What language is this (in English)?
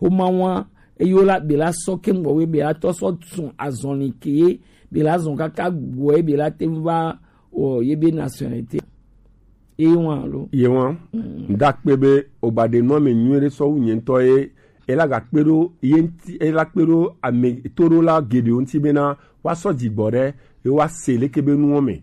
Gen